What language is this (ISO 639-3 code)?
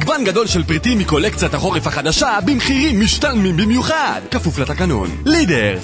heb